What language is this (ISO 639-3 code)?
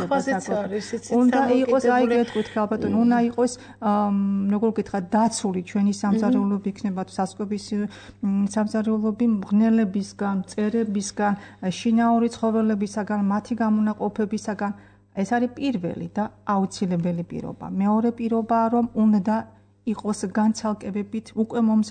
kat